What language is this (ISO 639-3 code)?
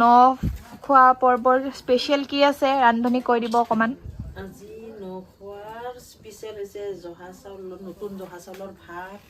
asm